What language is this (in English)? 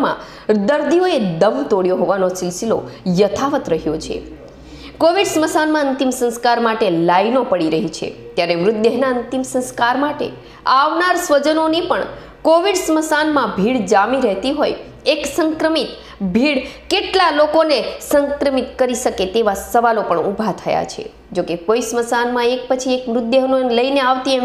Gujarati